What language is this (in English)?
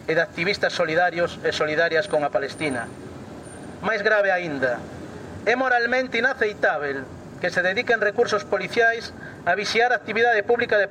Galician